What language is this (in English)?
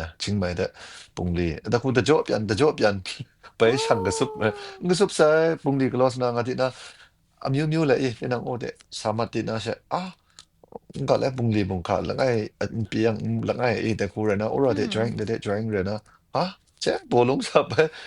Kachin